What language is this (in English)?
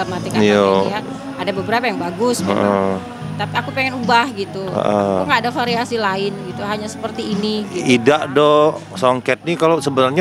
Musi